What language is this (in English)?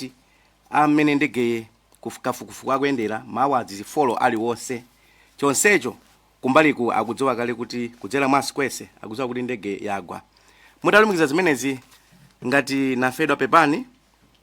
Nyanja